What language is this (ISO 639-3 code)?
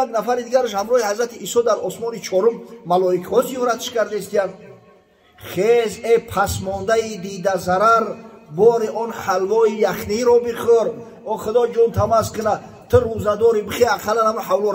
tgk